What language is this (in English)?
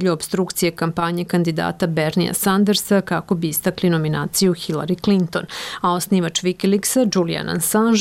Serbian